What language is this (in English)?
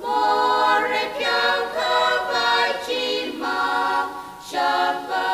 Tangkhul Naga (India)